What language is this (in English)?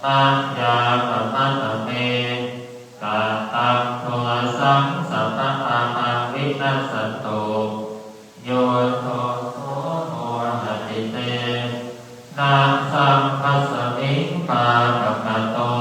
Pali